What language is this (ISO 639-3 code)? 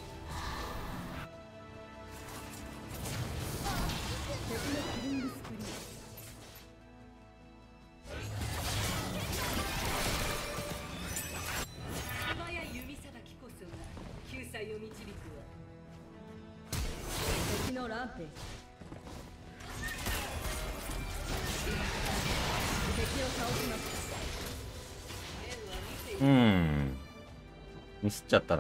jpn